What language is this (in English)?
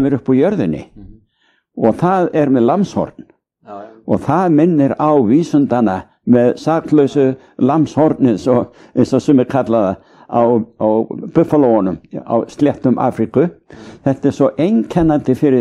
Icelandic